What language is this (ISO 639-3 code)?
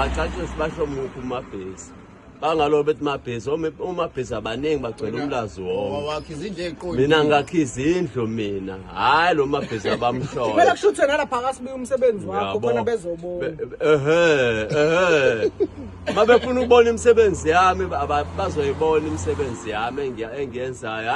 zul